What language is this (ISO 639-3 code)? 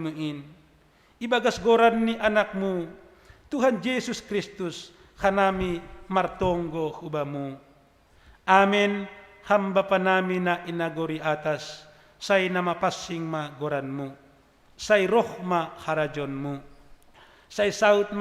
bts